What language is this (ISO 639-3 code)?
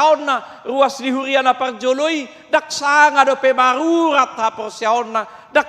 bbc